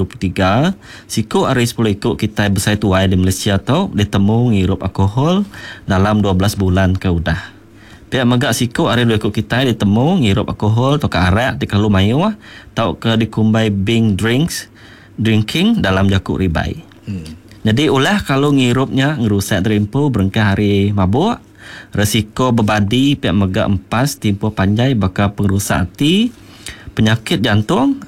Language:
Iban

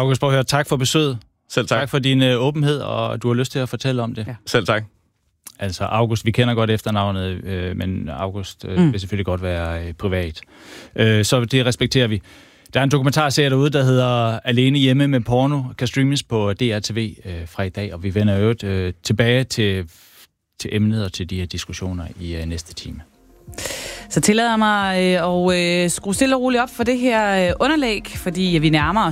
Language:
Danish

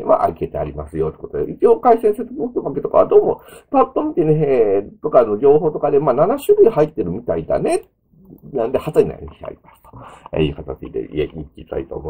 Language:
Japanese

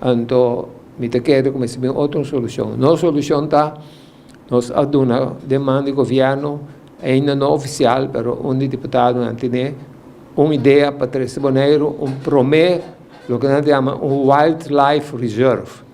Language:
Papiamento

